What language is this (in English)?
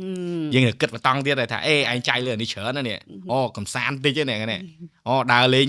Khmer